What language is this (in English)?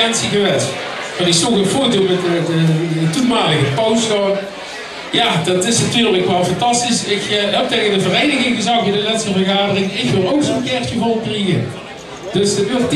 Limburgish